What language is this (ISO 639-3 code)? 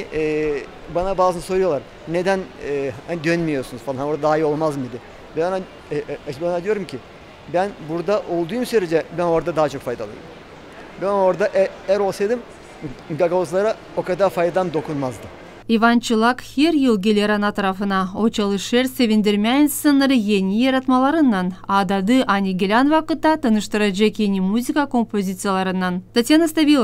gag